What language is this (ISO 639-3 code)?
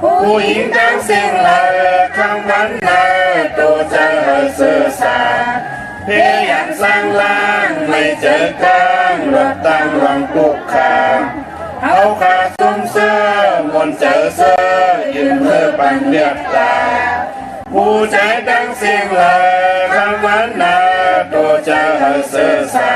shn